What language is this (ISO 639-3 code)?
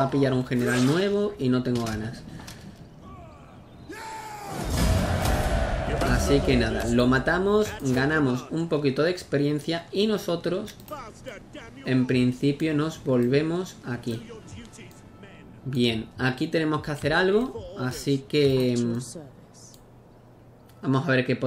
spa